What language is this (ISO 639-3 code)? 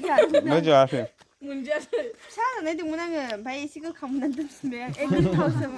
brx